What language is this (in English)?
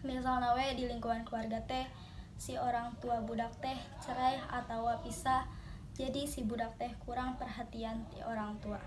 Sundanese